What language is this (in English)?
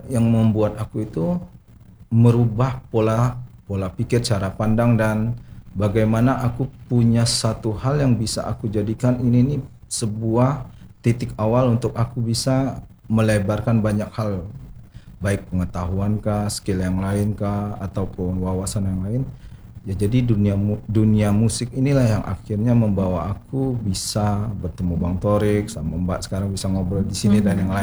Indonesian